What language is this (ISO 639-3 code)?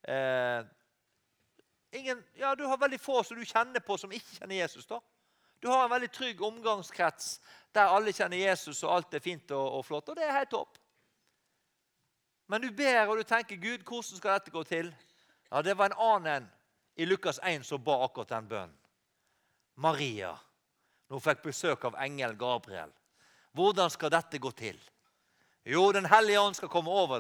nor